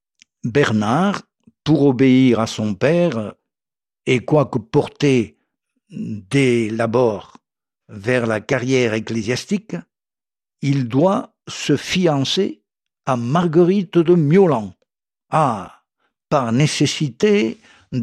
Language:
French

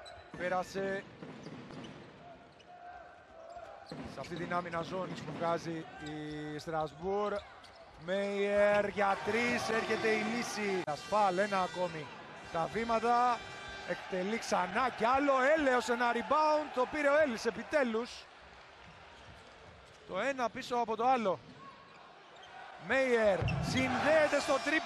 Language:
Greek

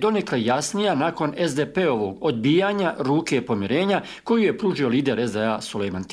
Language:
Croatian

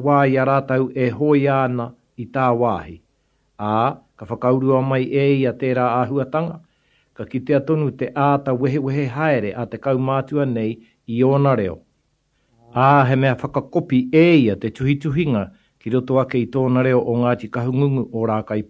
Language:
Māori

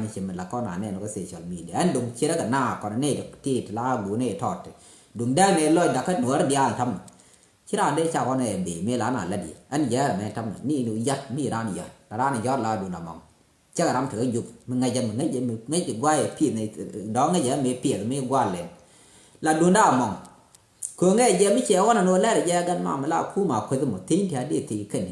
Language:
Nuer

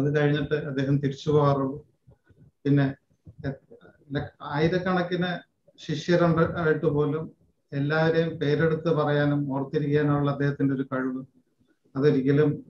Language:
Malayalam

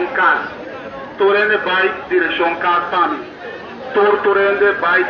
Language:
Papiamento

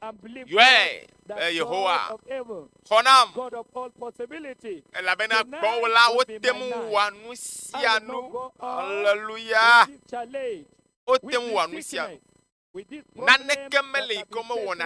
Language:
Ewe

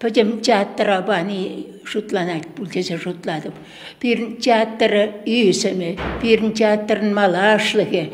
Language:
Chuvash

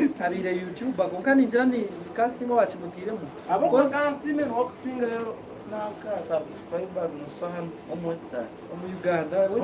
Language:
Nyankole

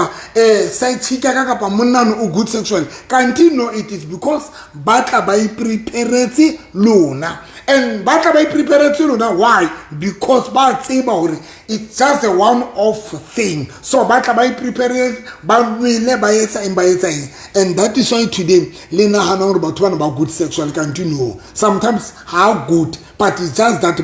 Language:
Southern Sotho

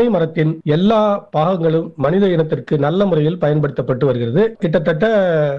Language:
Tamil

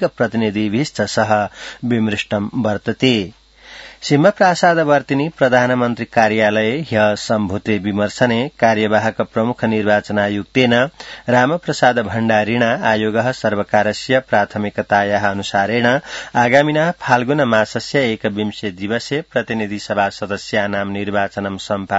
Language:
Sanskrit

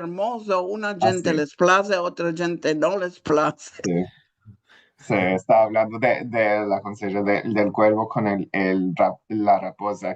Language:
Ladino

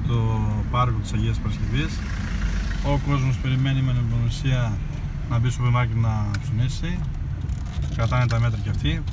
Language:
Greek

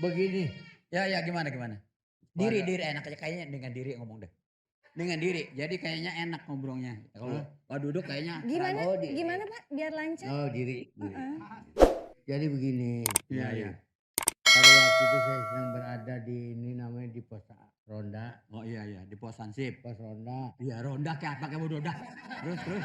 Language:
Betawi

